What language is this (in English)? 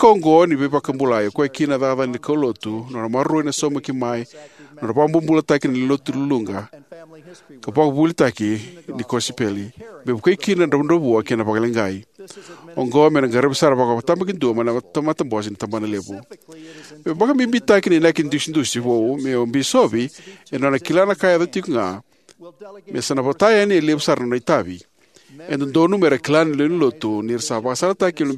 Fijian